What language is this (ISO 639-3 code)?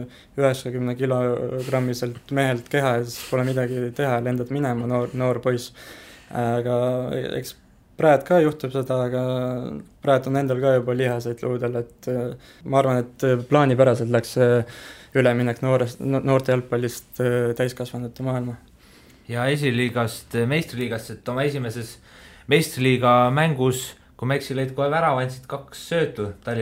est